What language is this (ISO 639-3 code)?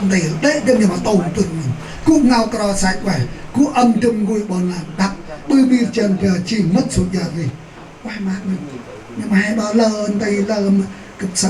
cmo